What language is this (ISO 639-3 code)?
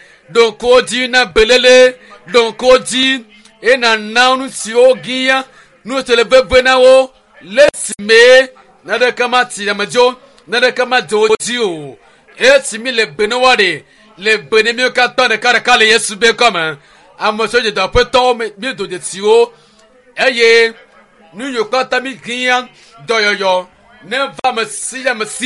ewe